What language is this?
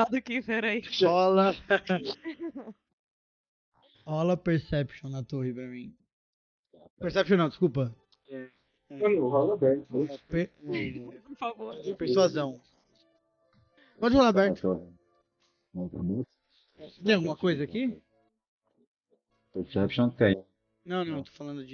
Portuguese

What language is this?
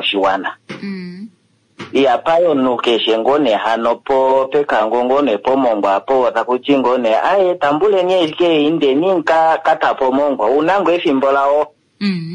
Kuanyama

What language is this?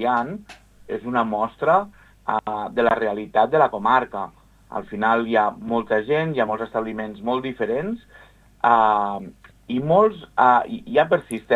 Catalan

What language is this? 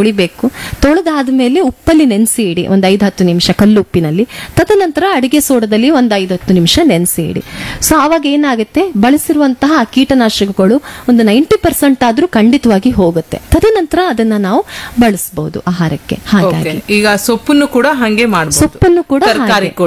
Kannada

